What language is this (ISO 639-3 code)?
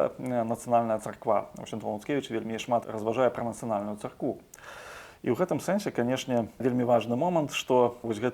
bel